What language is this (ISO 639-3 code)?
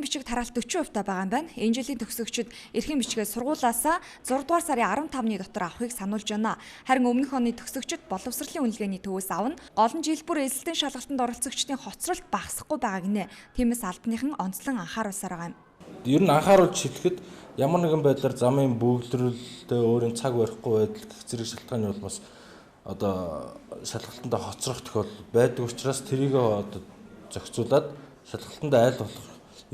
mon